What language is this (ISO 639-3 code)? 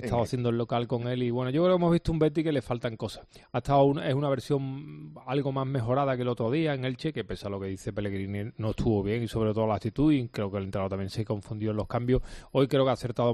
spa